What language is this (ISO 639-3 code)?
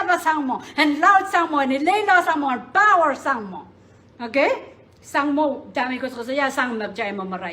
pon